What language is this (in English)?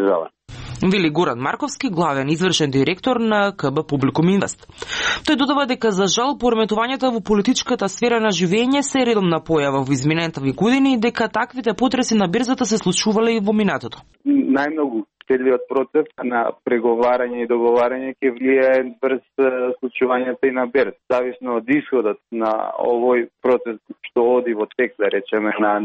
Macedonian